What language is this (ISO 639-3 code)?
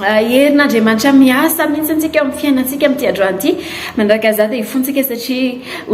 mlg